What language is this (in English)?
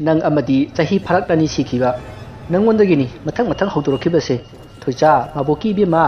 Manipuri